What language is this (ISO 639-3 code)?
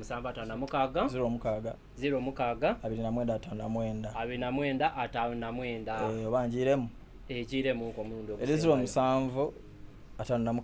xog